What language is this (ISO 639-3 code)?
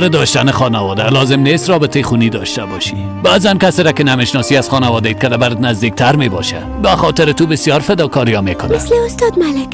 fas